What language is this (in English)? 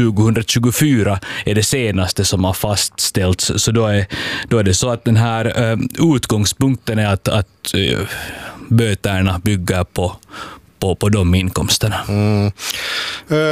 Swedish